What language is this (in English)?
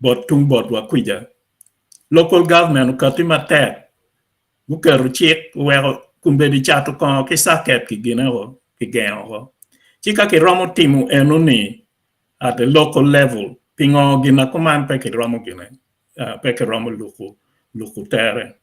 Acoli